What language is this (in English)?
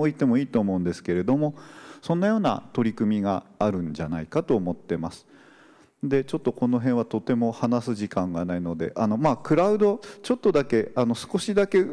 Japanese